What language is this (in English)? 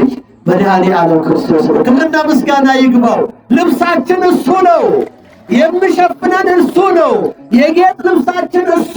Amharic